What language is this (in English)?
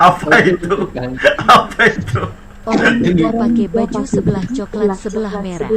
Banjar